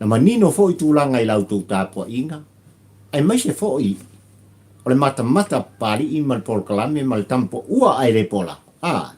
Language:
Samoan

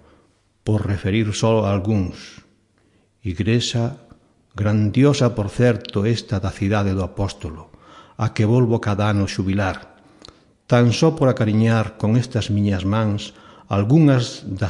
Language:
Galician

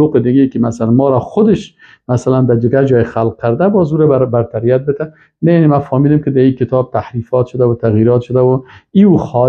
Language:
Persian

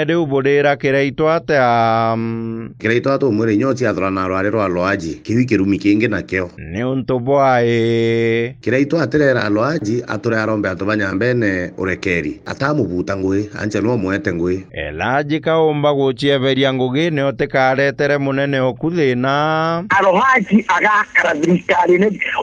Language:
Meru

